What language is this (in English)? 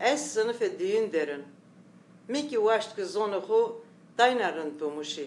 Zaza